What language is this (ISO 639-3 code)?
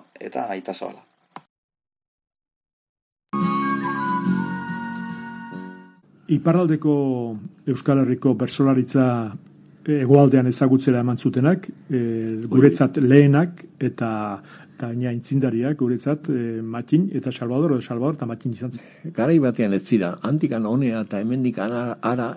eus